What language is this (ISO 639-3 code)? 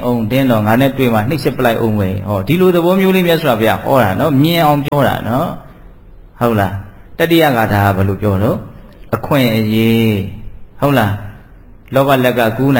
mya